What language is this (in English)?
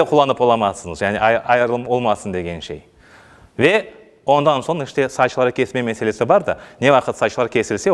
Crimean Tatar